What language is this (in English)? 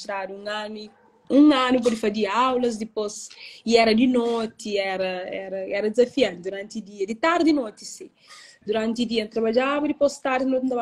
Kabuverdianu